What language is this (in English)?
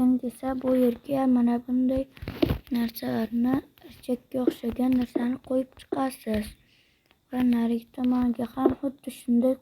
Uzbek